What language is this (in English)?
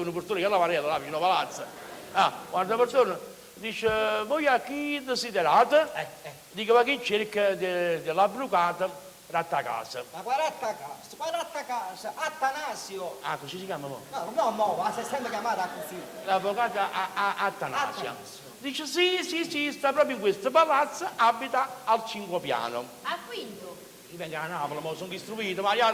Neapolitan